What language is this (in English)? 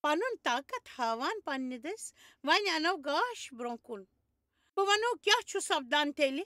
Kashmiri